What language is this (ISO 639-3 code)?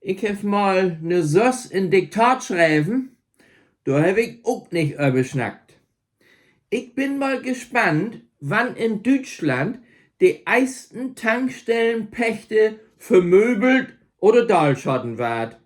nds